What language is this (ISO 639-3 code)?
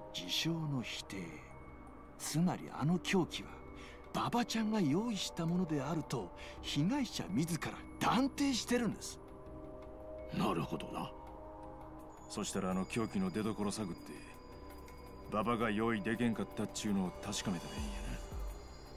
jpn